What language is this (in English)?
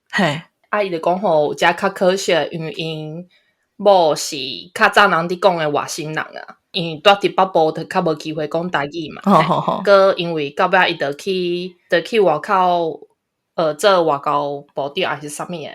Min Nan Chinese